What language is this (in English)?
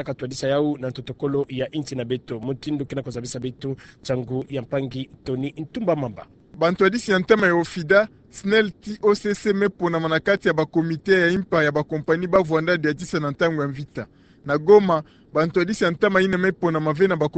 Kituba (Democratic Republic of Congo)